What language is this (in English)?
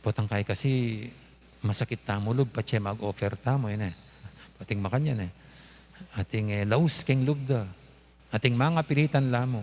Pampanga